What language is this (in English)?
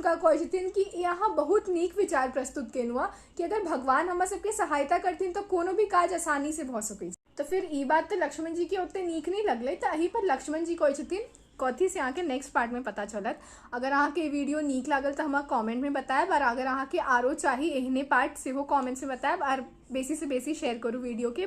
Maithili